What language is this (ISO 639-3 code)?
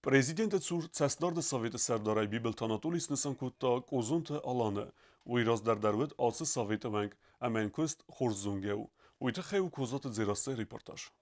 oss